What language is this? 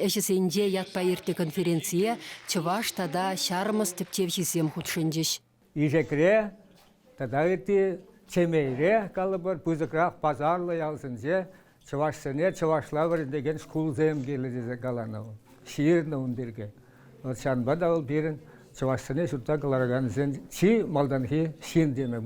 Chuvash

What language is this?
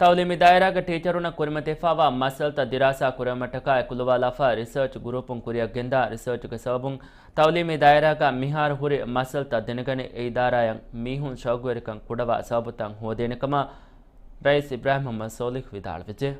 Divehi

